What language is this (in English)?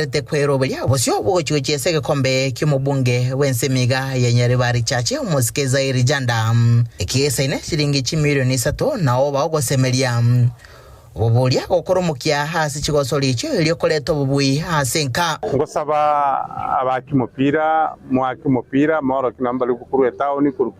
Gusii